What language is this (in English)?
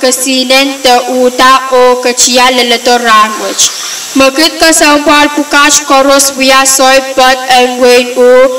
Pohnpeian